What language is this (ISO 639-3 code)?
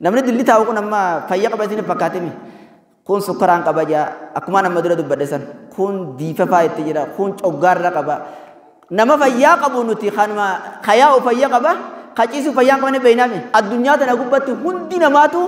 orm